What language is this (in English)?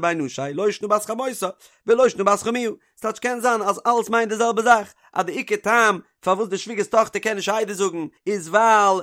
Yiddish